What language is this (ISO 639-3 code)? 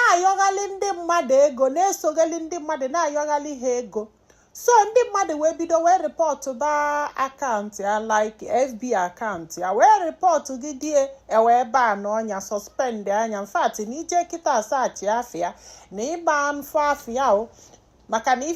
ibo